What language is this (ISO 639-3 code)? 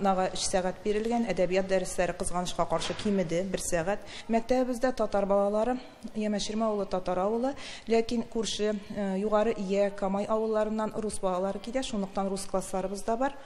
tat